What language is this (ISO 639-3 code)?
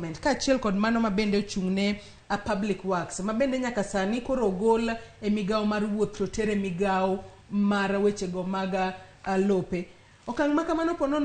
luo